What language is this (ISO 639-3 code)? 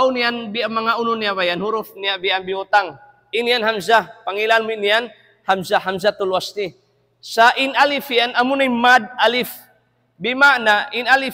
tsg